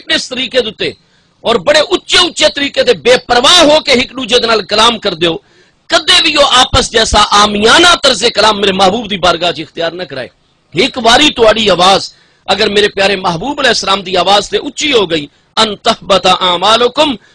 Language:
Saraiki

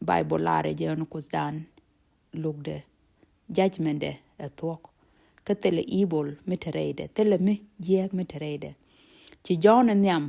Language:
Nuer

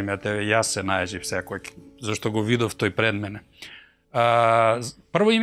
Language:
Macedonian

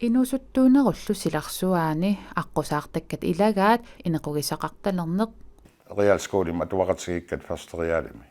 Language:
Kalaallisut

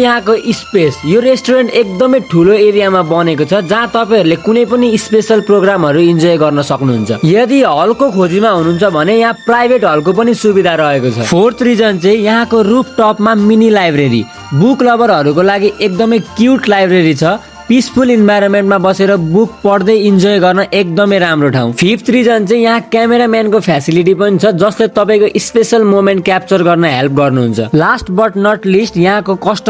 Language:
Nepali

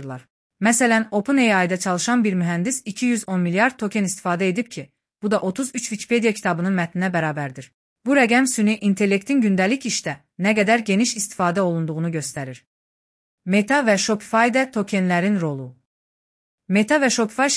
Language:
Azerbaijani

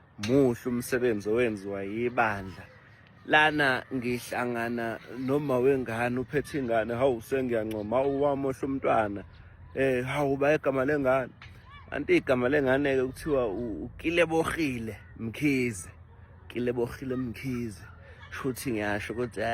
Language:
Zulu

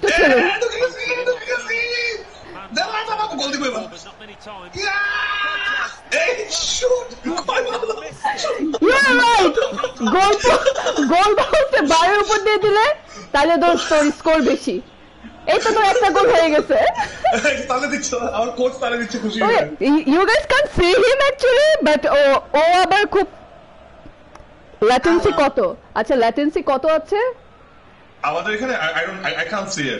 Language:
Bangla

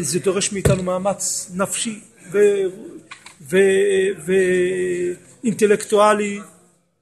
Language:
Hebrew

